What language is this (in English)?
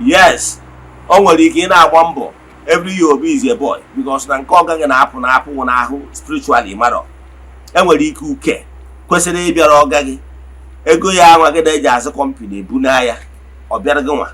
Igbo